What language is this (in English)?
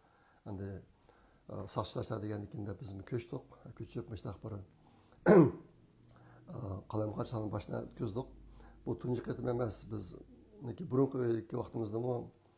Uyghur